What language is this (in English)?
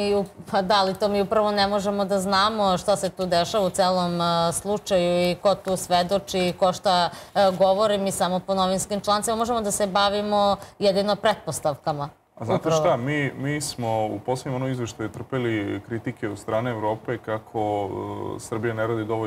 Serbian